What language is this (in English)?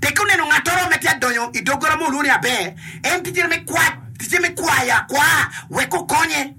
Acoli